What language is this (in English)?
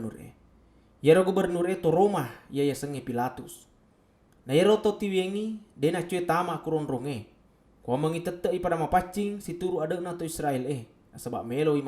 Buginese